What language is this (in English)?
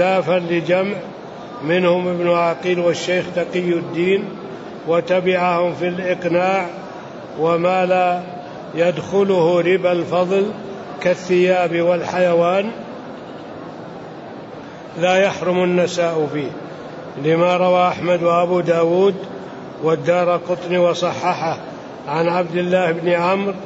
Arabic